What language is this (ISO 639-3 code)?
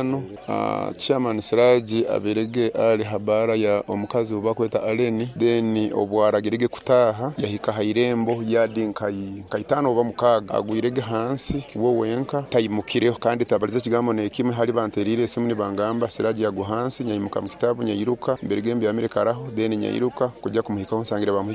nyn